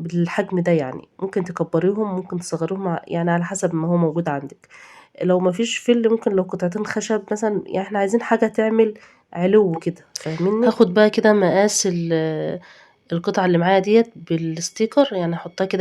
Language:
Egyptian Arabic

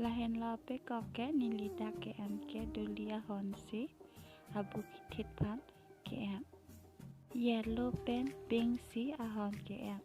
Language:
Karbi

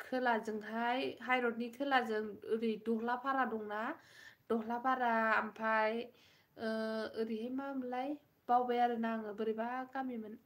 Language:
Bodo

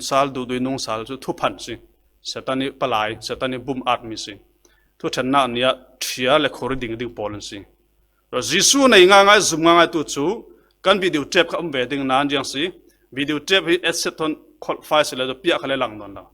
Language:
Falam Chin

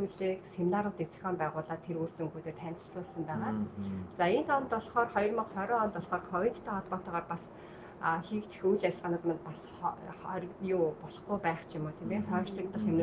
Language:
Mongolian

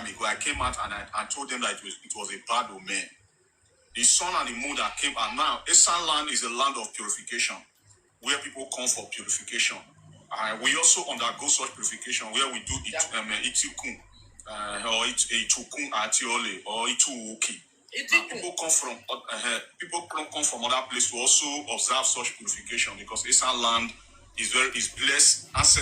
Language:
Nigerian Pidgin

